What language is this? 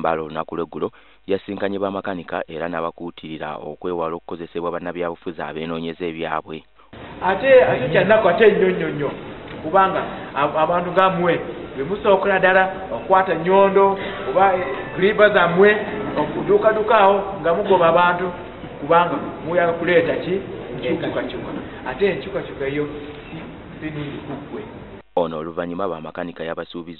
Ganda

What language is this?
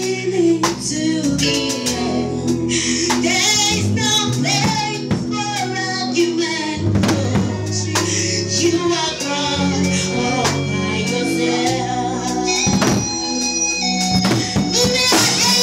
English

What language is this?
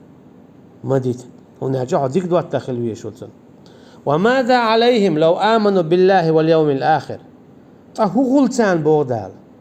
Chechen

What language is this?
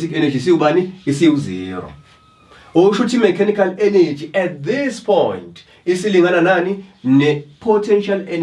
Zulu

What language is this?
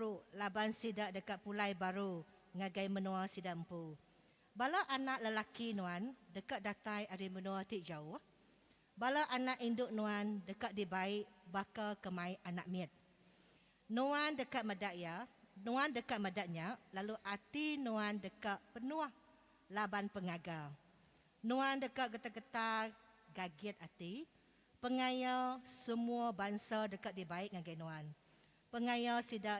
Iban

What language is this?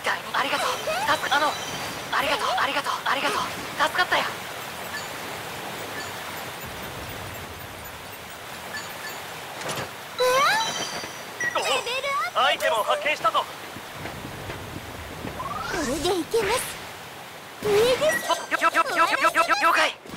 Japanese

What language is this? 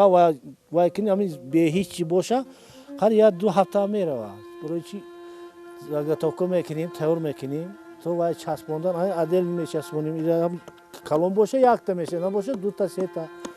Tajik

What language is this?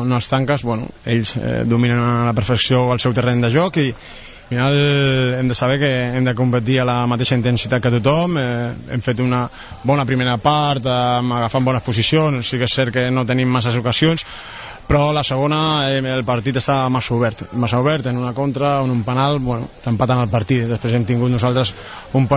Catalan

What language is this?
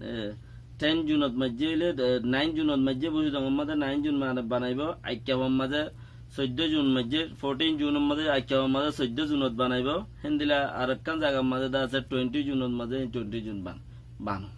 Rohingya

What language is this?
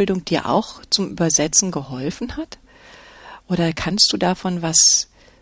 German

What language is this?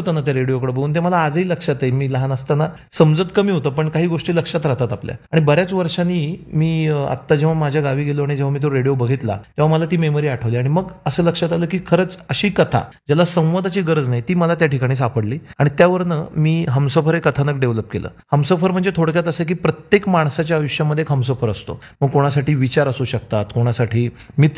Marathi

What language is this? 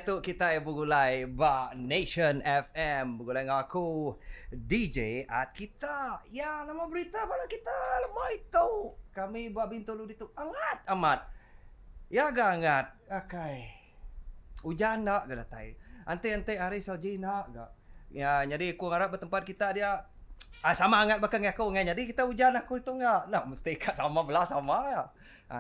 Iban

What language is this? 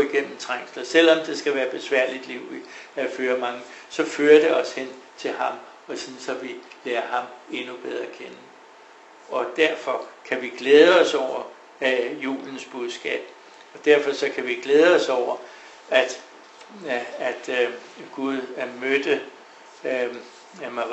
Danish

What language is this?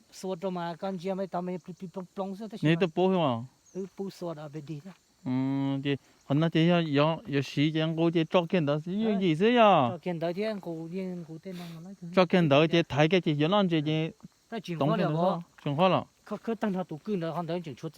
Hmong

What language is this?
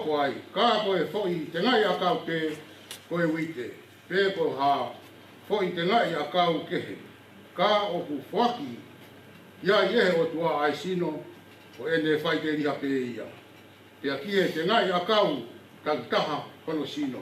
Tongan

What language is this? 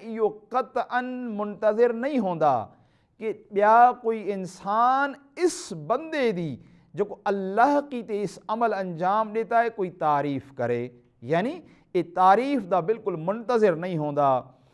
Saraiki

